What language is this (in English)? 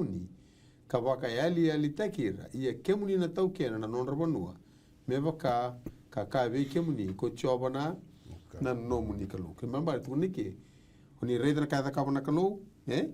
Fijian